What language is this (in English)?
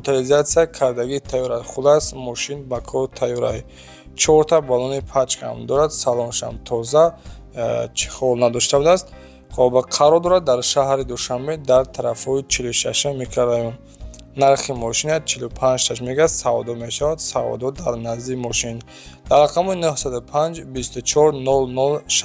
Tajik